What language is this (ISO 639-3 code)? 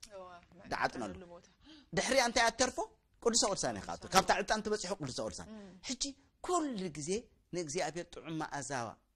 tir